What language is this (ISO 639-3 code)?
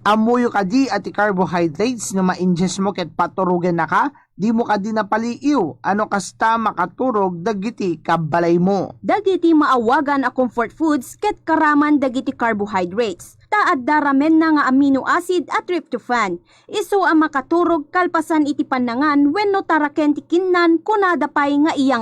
ilo